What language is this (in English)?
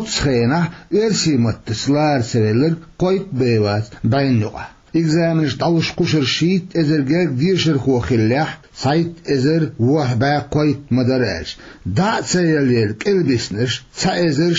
Chechen